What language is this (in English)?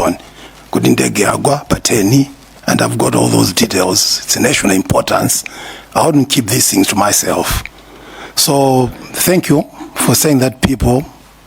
Nyanja